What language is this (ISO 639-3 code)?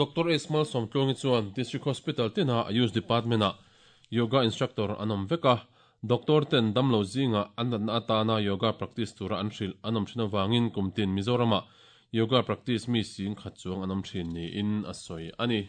lus